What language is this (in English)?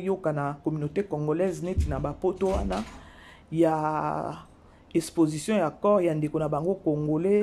Lingala